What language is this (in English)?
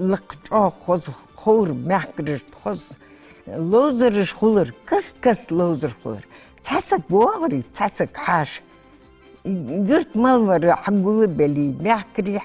Ingush